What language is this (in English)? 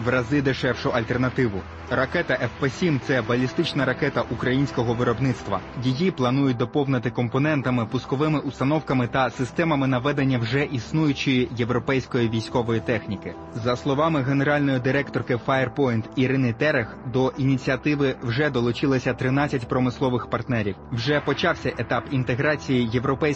Ukrainian